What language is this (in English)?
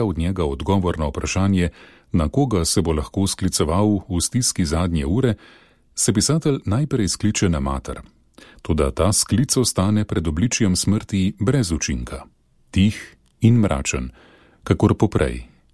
Slovenian